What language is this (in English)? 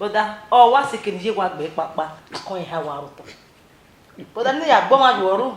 Bini